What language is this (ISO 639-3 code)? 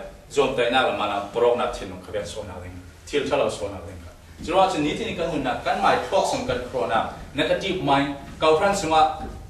cfm